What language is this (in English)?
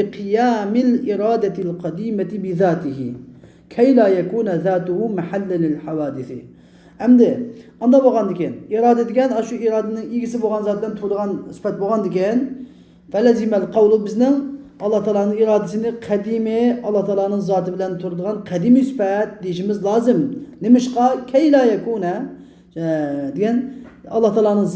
Uyghur